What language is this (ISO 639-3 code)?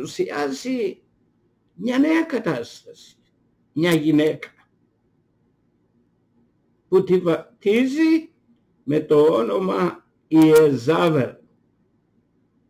ell